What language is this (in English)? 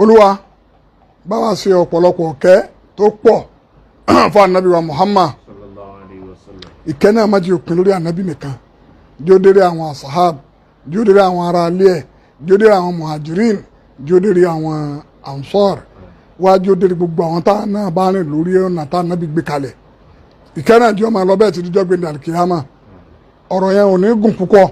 Yoruba